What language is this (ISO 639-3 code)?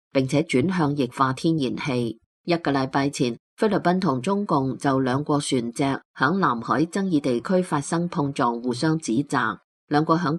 yue